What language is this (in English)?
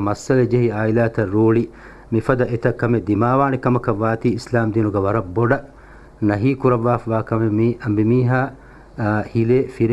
Divehi